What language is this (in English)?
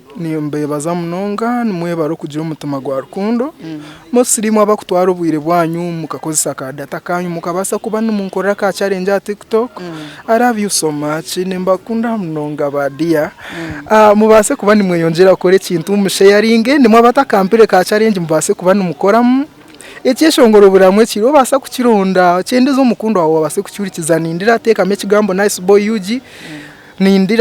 Nyankole